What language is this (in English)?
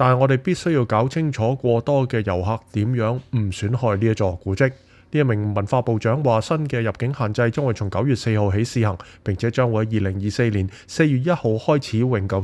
Cantonese